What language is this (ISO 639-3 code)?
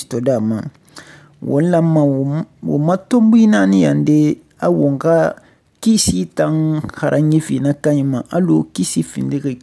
sus